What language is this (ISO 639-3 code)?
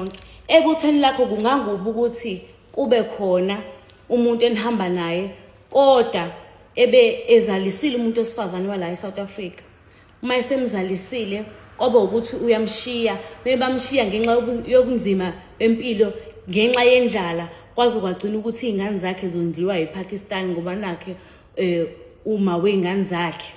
zul